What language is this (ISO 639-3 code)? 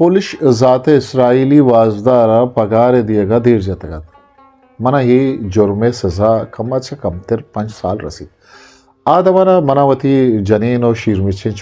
bgp